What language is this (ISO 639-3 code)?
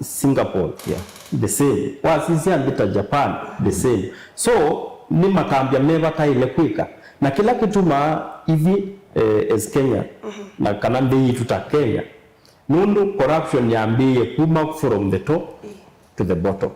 kam